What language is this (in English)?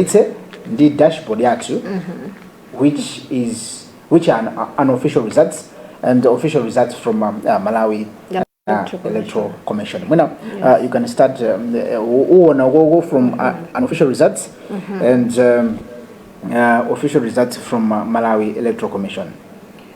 Nyanja